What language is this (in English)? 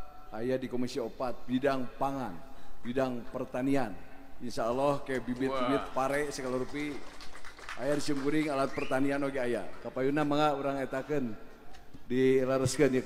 Sundanese